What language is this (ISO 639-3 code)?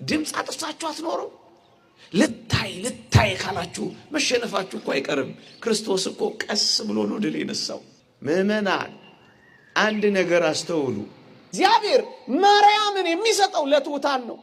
amh